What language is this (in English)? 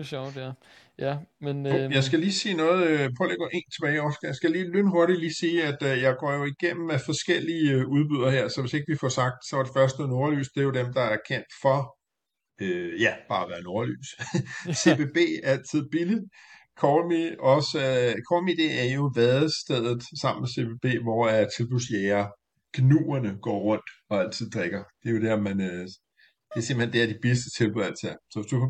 Danish